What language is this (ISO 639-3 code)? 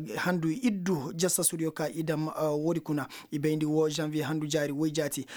ses